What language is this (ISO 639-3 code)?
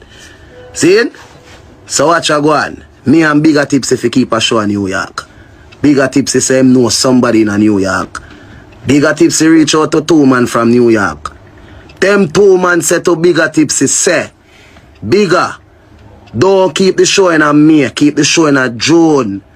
jam